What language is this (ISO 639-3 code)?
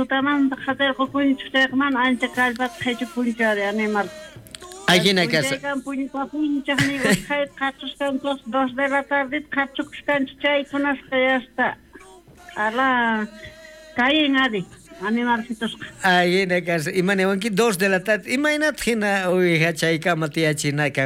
quh